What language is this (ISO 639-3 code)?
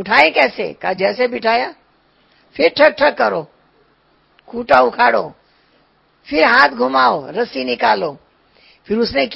hin